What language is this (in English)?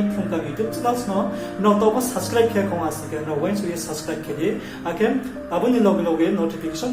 Riang (India)